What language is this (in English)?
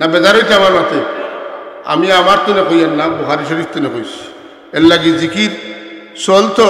Sylheti